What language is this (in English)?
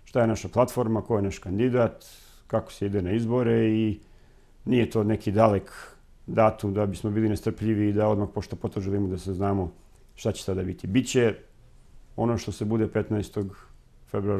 Serbian